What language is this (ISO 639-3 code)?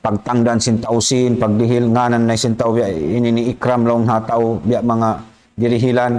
tsg